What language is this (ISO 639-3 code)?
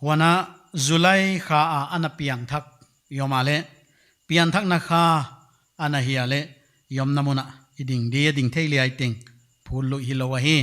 pck